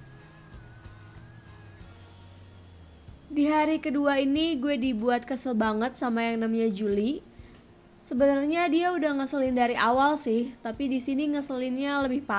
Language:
Indonesian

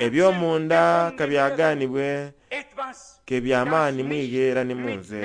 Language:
Soga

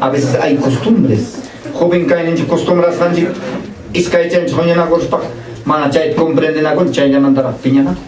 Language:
Ayacucho Quechua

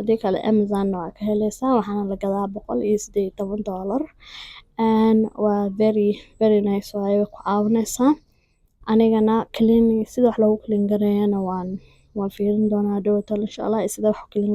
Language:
Somali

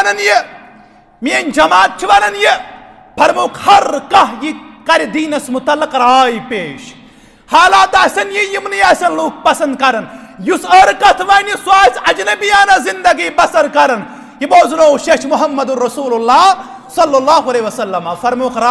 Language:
Kashmiri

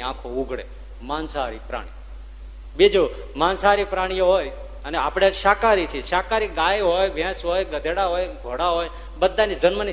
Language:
Gujarati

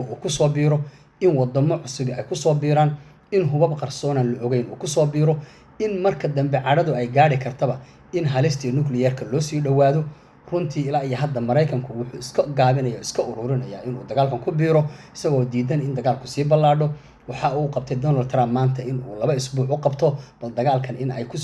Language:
Somali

